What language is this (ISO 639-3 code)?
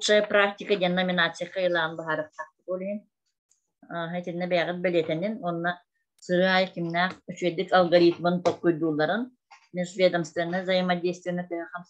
sah